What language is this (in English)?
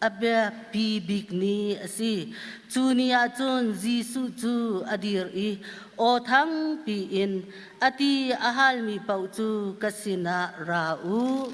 Hakha Chin